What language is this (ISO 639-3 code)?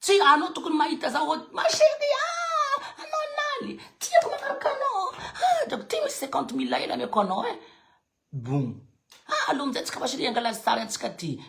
mlg